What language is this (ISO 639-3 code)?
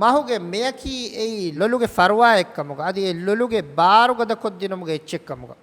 div